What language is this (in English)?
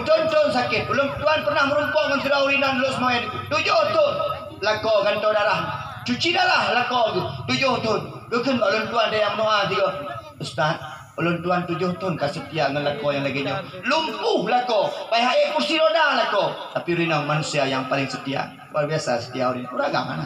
Achinese